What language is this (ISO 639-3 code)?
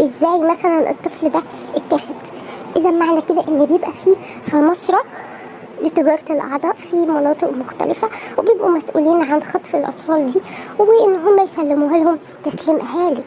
arz